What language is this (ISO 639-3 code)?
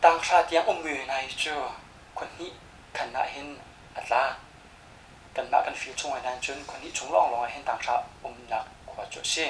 cnh